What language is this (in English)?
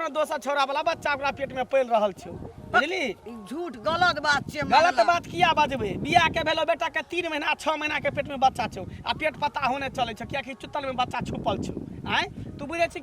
Maithili